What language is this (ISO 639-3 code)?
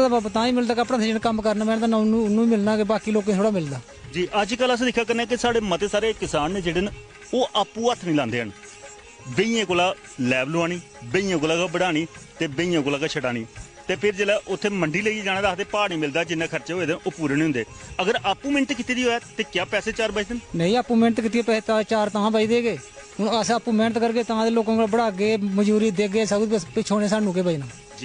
doi